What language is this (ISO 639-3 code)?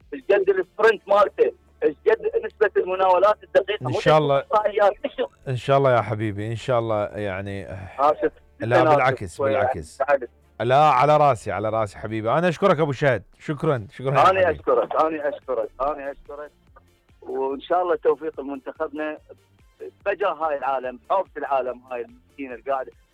acm